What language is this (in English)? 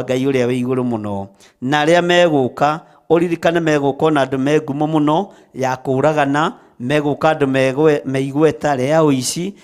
Kikuyu